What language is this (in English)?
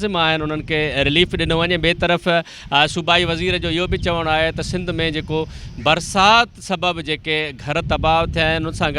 Sindhi